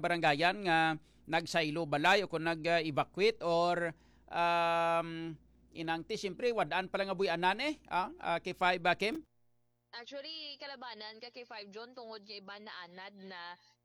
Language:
Hiligaynon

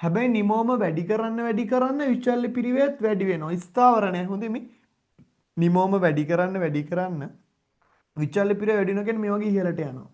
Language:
Sinhala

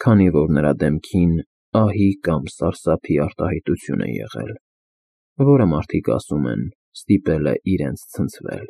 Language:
Armenian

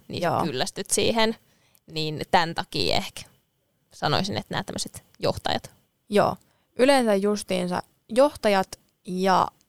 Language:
Finnish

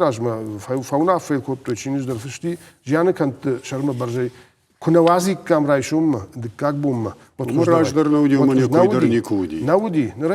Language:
Ossetic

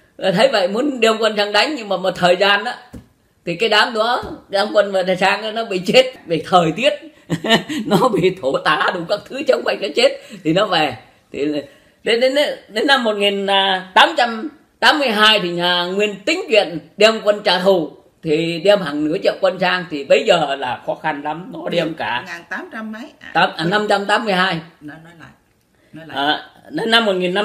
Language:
Vietnamese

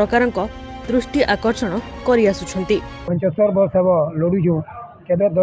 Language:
Odia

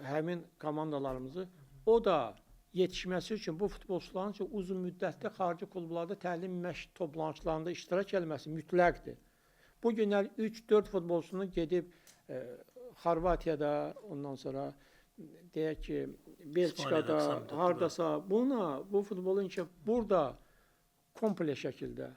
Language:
Azerbaijani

